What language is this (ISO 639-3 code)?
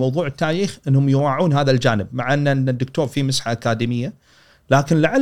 afb